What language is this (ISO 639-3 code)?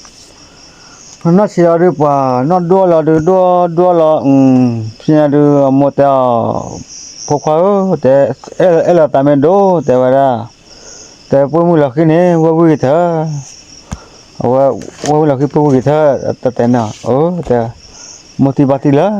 ksw